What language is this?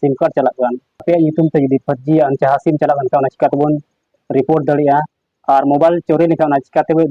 Santali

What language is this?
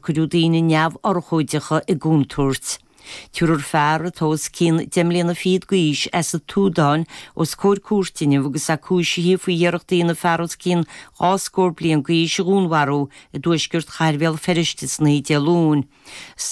Irish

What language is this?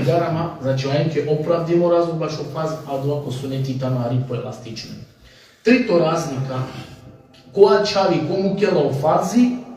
Balkan Romani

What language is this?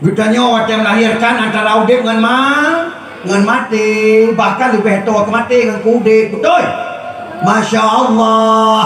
Achinese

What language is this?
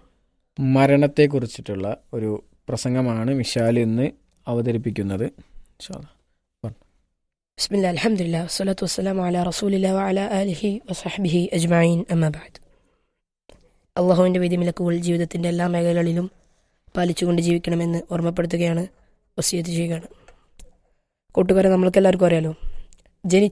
Malayalam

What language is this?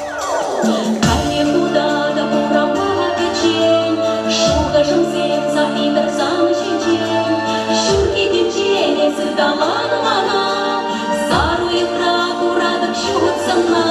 Chuvash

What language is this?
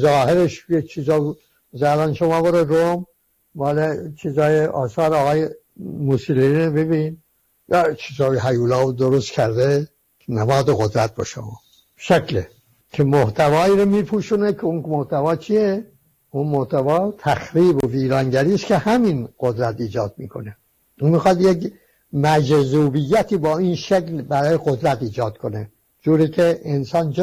Persian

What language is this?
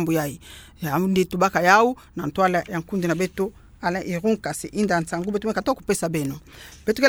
Kituba (Democratic Republic of Congo)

